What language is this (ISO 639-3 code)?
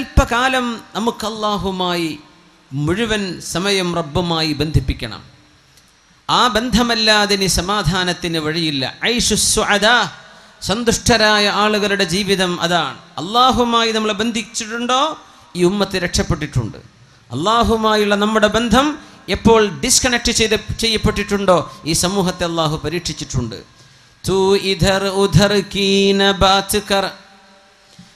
mal